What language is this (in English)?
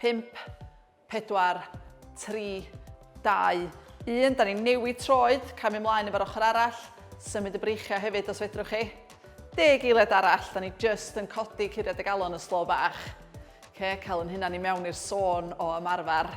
Welsh